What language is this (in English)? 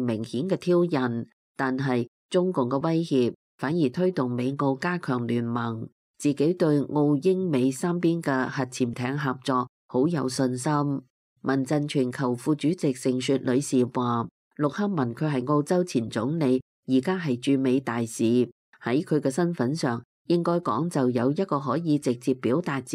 Cantonese